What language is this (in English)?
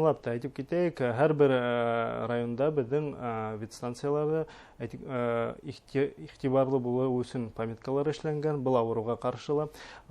Bashkir